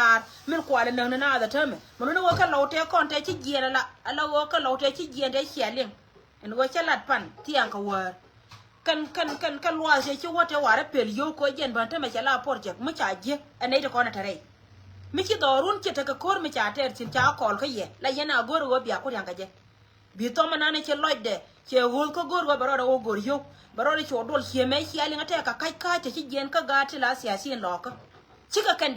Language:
Nuer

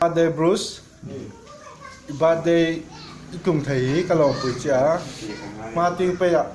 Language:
Hmar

